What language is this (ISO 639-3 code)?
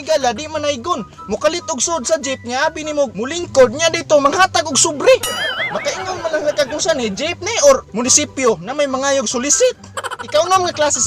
ceb